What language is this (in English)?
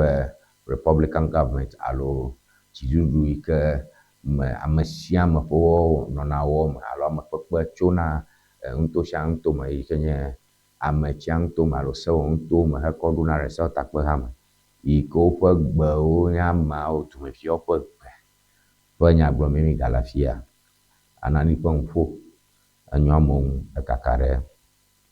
Ewe